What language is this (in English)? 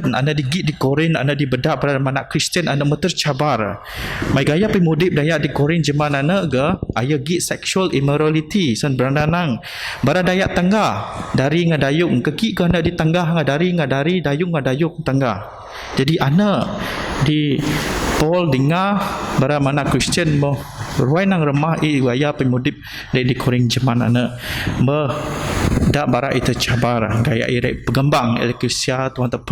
Biatah Bidayuh